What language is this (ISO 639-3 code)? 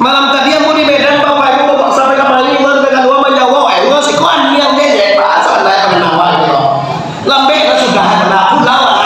min